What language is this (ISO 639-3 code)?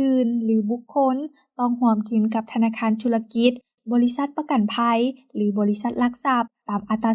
lao